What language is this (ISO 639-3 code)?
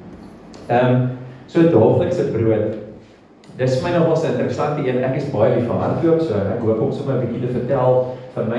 afr